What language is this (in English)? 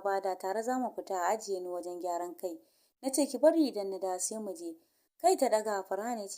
Hausa